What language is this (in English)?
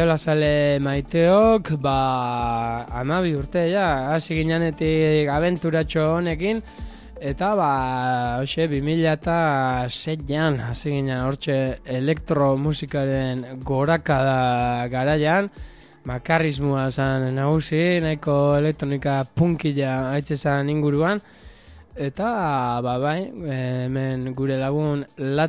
Basque